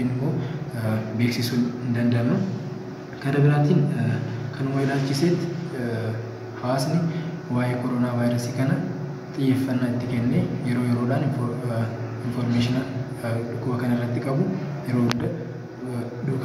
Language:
Oromo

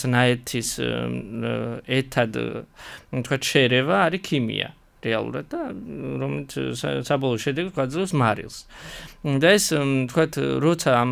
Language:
Georgian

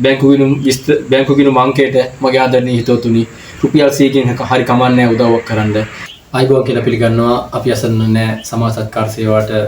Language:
Sinhala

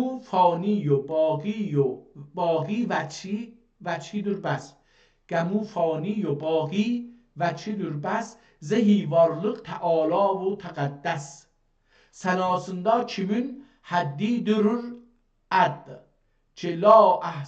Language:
South Azerbaijani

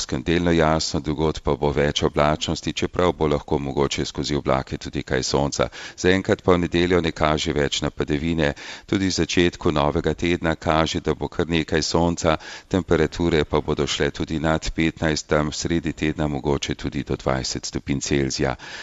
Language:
Slovenian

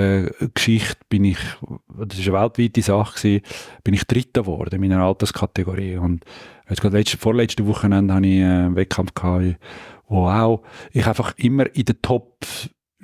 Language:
Swiss German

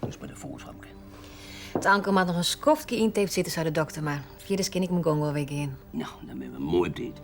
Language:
Western Frisian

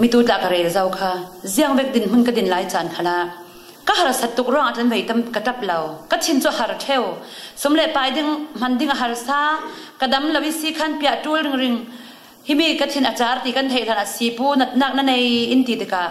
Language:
Falam Chin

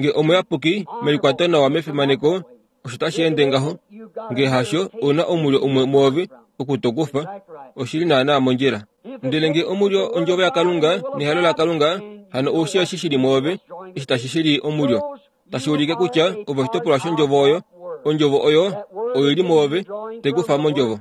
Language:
Kuanyama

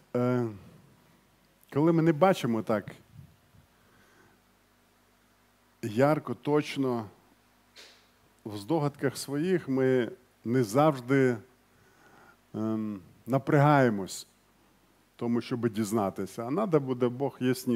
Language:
Ukrainian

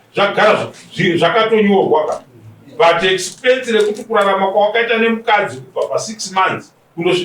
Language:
Shona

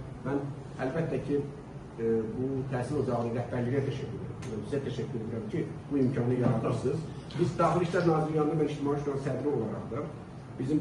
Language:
Azerbaijani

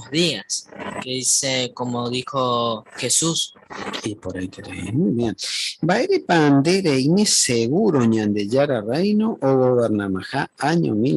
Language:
Guarani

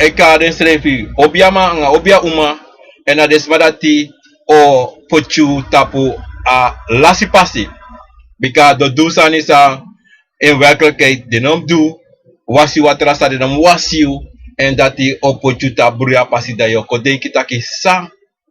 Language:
Sranan Tongo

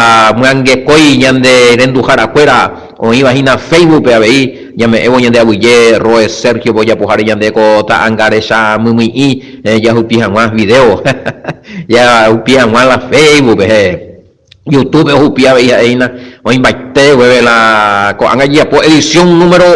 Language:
Guarani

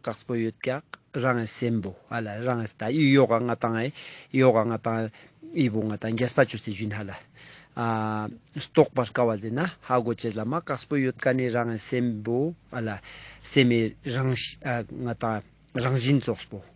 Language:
Ladakhi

